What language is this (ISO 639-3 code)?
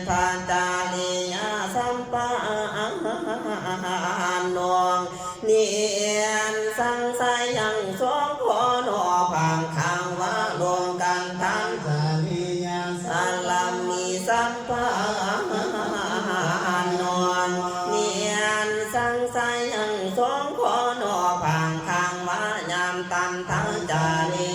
pli